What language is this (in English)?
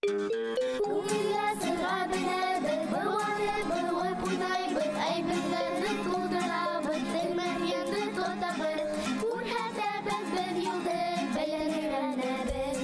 Bashkir